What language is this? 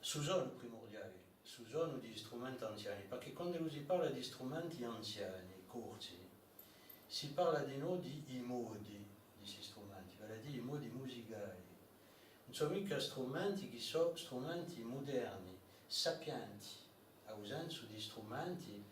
Corsican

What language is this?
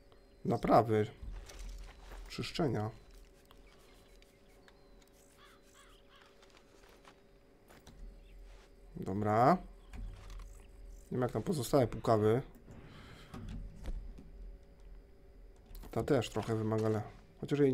Polish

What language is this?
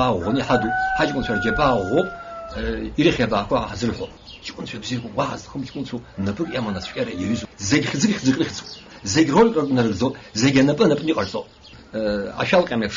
Abkhazian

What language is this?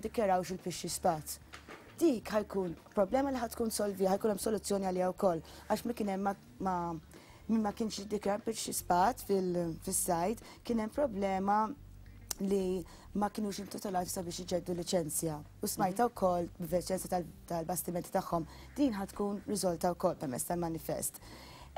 Maltese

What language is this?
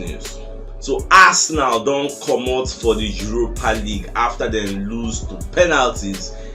Nigerian Pidgin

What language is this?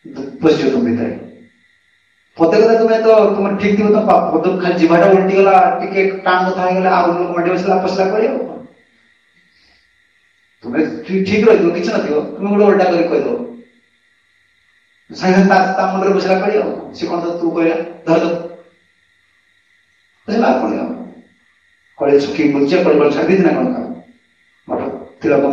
Odia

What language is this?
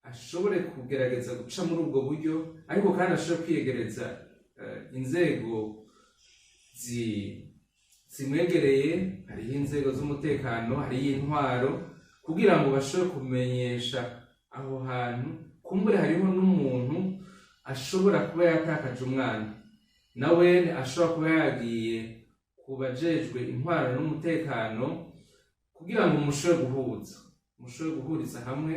Rundi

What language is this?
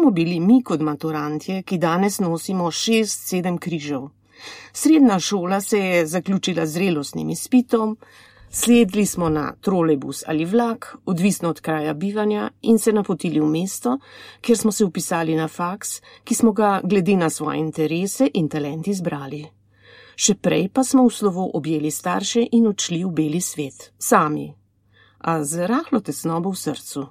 Slovenian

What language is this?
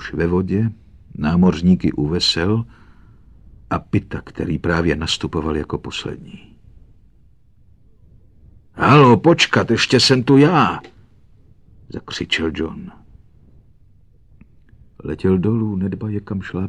Czech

